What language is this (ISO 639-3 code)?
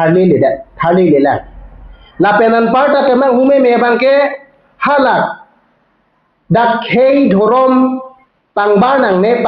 mjw